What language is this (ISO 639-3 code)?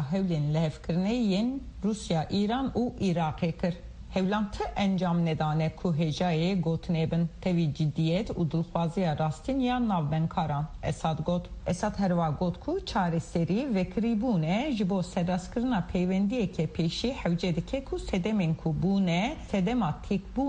kur